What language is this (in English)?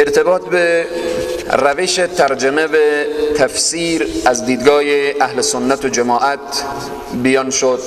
Persian